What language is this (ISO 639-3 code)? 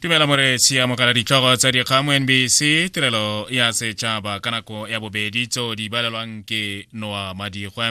tsn